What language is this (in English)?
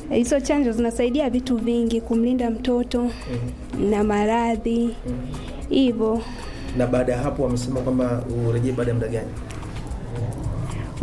Swahili